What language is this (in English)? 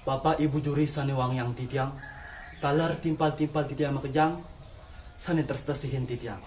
Balinese